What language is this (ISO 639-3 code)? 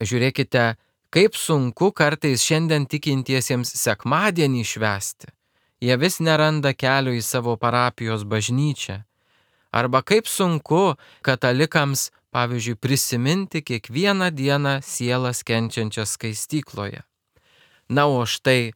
lit